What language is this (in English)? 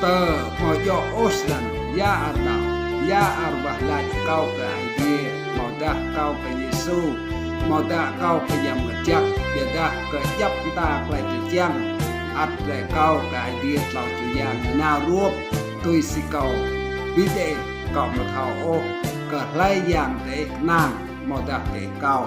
Rade